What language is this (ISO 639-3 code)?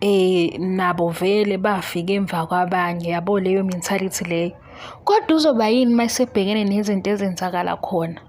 zul